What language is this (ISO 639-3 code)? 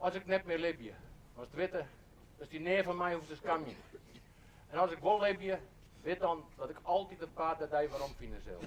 fry